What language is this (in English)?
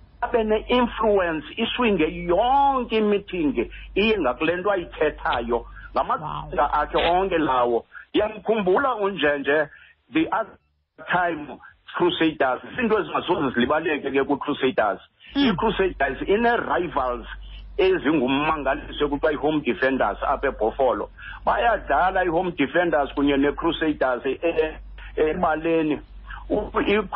Xhosa